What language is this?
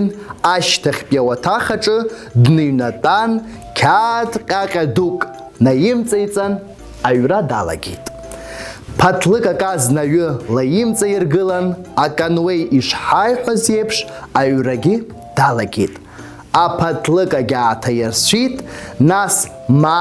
Abkhazian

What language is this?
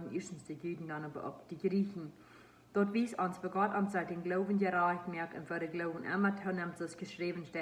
Plautdietsch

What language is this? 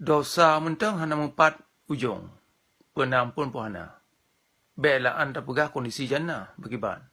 Achinese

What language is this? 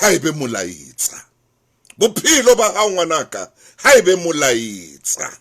Southern Sotho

